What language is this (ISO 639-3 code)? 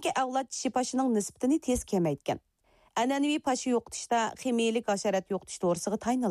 uig